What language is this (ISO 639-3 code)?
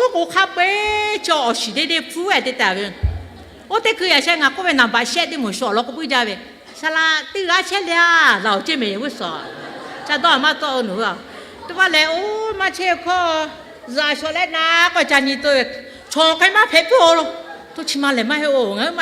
lhu